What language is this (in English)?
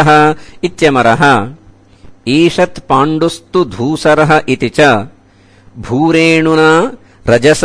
Sanskrit